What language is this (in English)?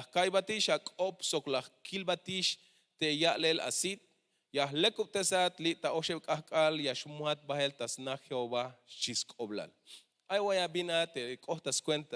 Tzeltal